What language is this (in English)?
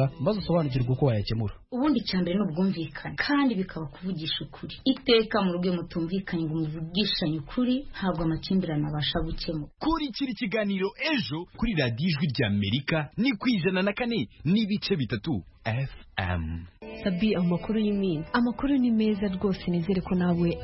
Kinyarwanda